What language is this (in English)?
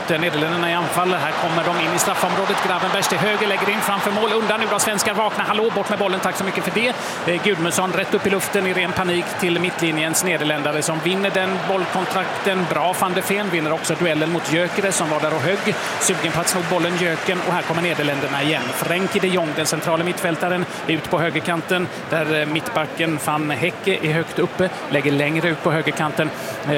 Swedish